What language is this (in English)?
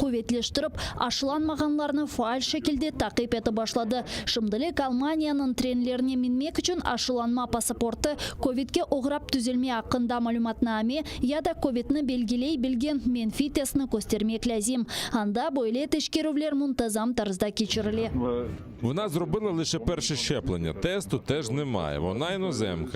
Crimean Tatar